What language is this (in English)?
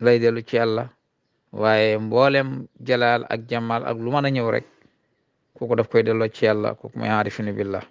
Wolof